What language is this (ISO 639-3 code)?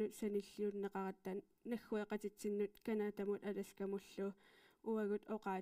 kal